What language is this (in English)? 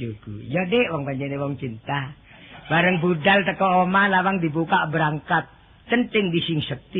Javanese